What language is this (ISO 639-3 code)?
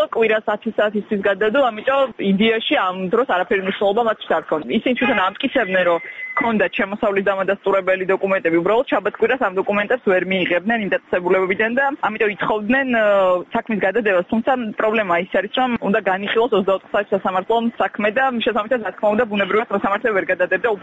kat